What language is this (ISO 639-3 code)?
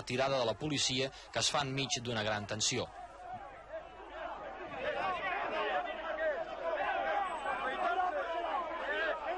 cat